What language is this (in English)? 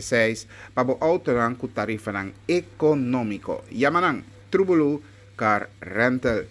Papiamento